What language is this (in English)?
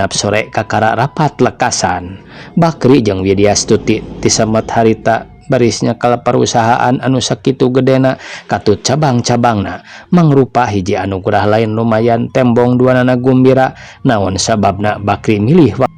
Sundanese